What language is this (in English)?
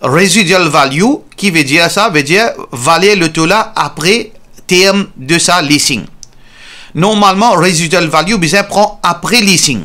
Morisyen